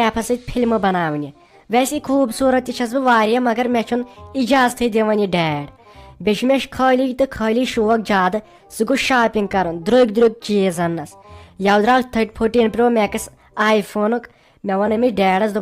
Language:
Kashmiri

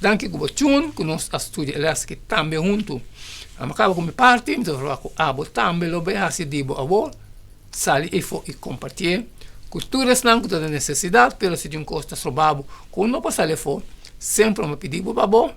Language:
Papiamento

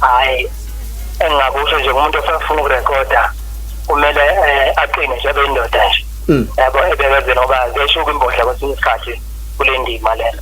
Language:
Zulu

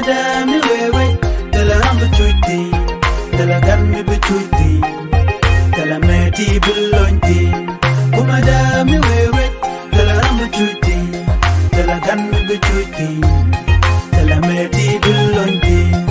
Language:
Nuer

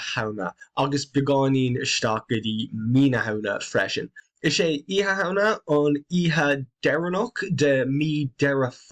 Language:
Irish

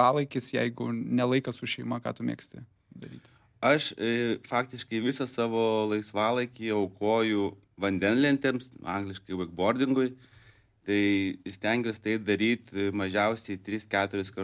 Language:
Lithuanian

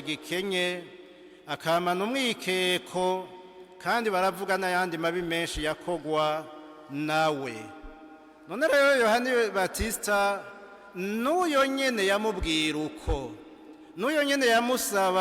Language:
Rundi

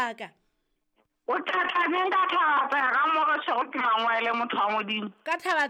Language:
Southern Sotho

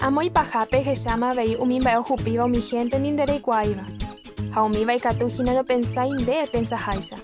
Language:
Guarani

